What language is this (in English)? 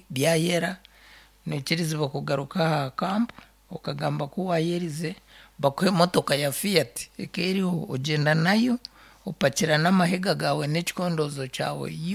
Nyankole